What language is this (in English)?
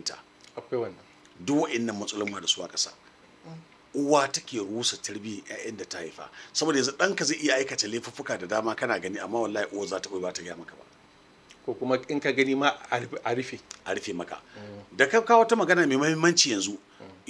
Hausa